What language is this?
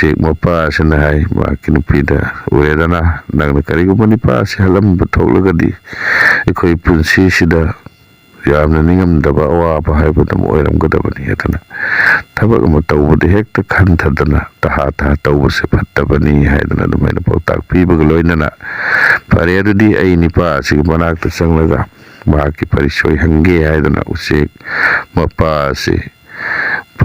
Manipuri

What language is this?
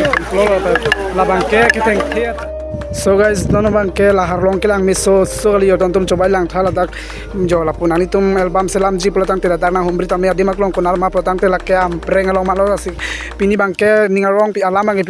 Karbi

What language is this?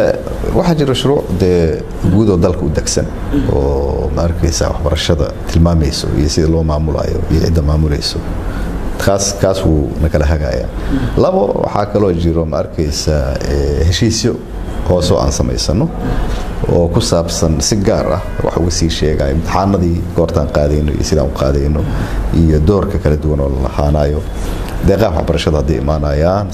Somali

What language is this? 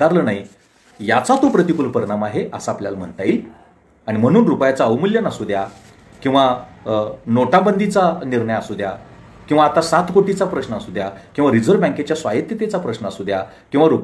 Marathi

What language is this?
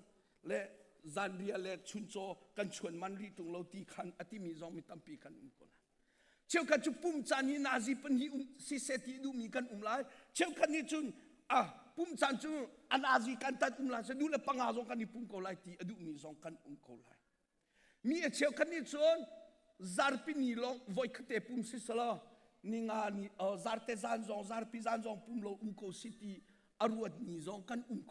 Hakha Chin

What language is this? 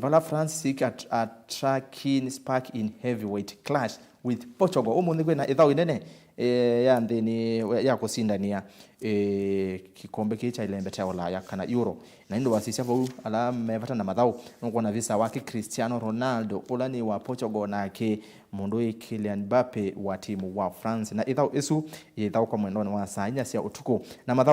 Kamba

